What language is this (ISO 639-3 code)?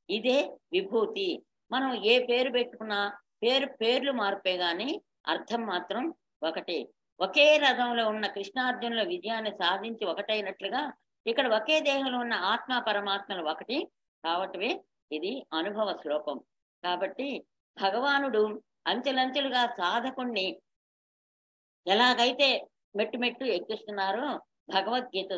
tel